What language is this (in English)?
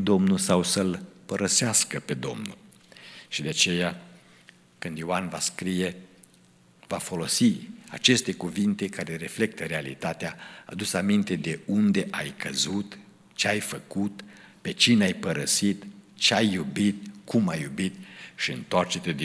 Romanian